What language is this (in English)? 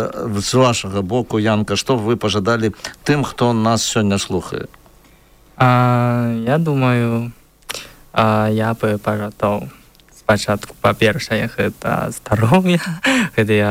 Belarusian